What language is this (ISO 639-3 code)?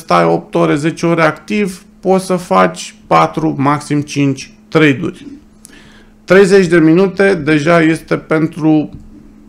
ron